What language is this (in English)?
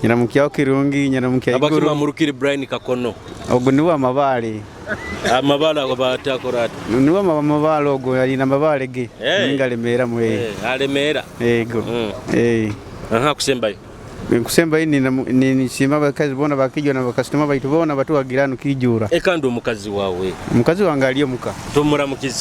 Nyoro